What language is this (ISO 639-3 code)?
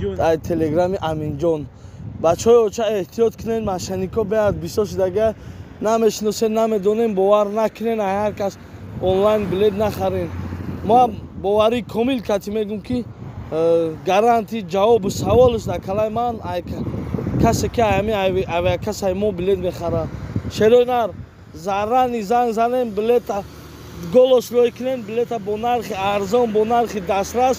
tgk